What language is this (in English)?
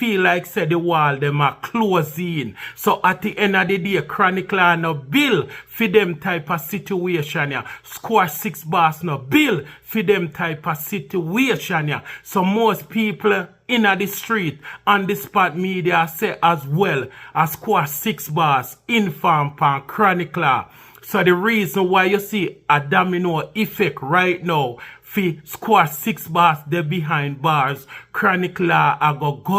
Jamaican Creole English